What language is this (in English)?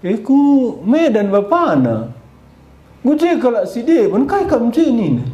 Batak Karo